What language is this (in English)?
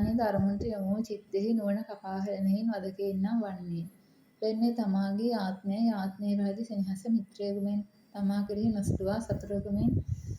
Sinhala